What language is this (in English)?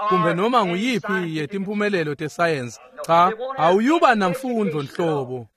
Swati